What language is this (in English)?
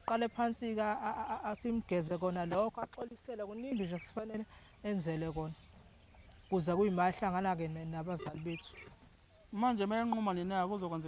Zulu